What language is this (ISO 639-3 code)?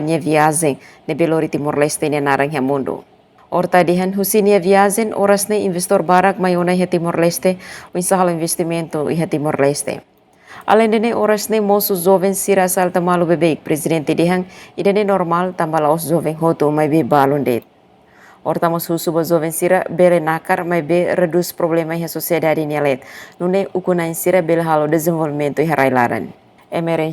tet